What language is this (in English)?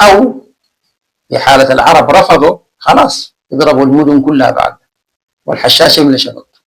Sudanese Arabic